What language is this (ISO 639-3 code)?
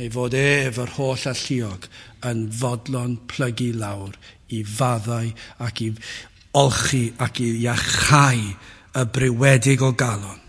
cym